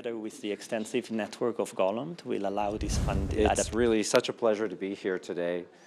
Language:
Mongolian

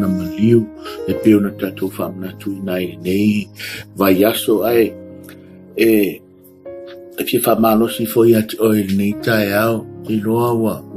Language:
Samoan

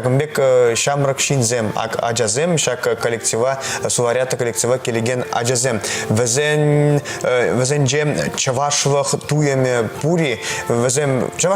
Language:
Chuvash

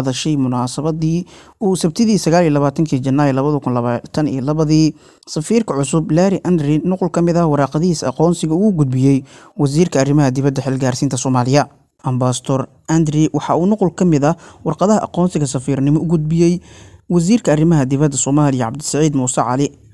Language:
Somali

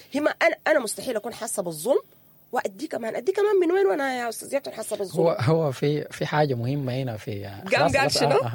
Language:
Sudanese Arabic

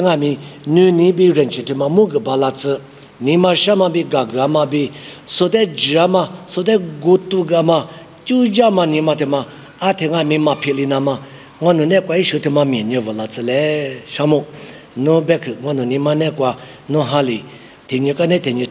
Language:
Lisu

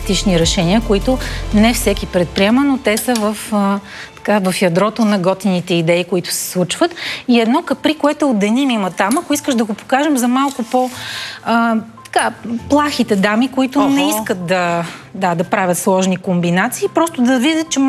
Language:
Bulgarian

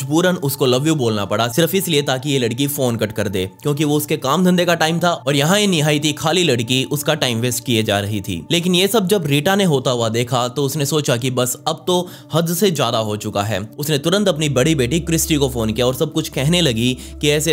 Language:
Hindi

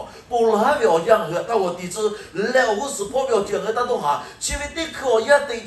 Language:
Lahu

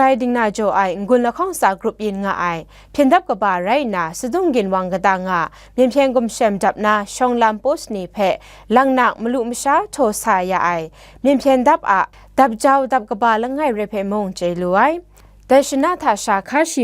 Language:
Kachin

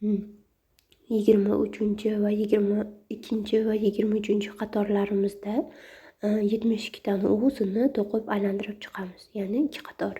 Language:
Uzbek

